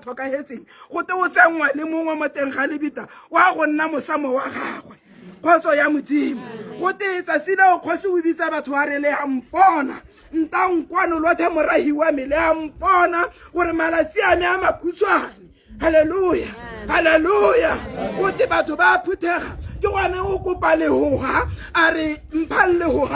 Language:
Tswana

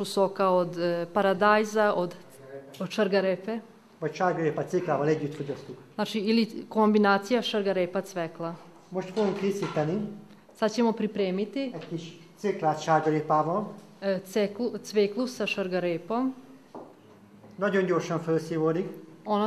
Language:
Serbian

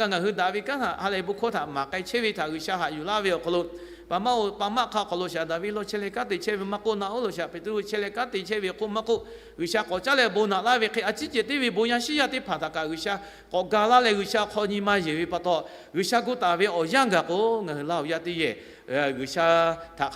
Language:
Lahu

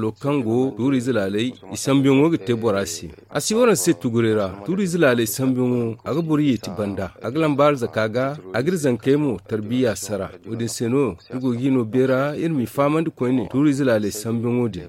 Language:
Zarma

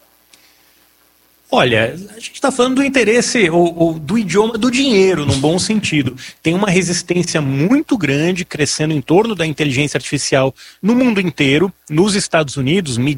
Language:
Portuguese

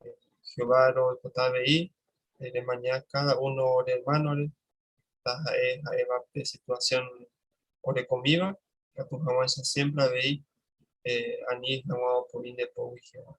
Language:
Guarani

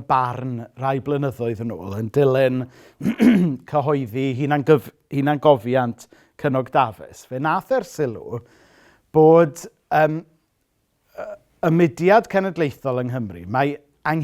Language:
Welsh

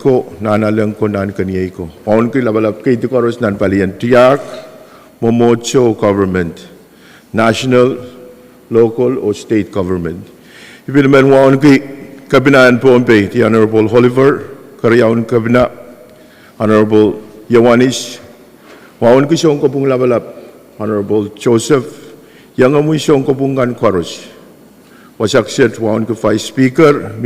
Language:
Pohnpeian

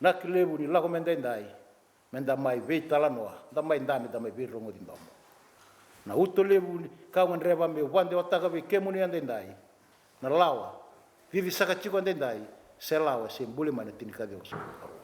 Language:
Fijian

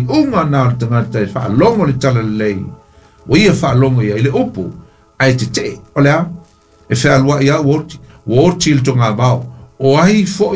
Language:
Samoan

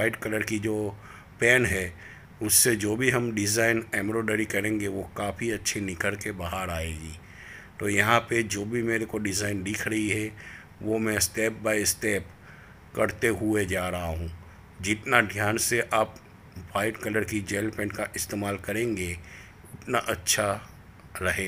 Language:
Hindi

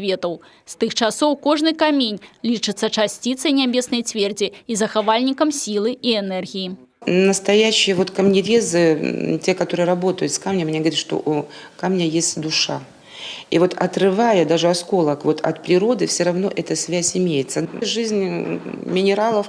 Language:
Belarusian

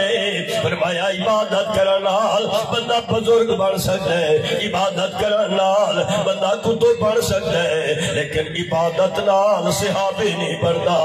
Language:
Saraiki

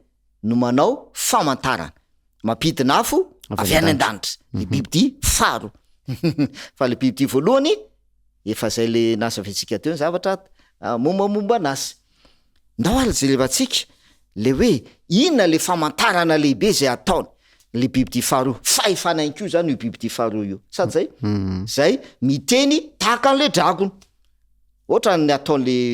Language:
Malagasy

